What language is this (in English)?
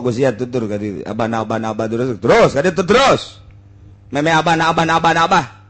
Sundanese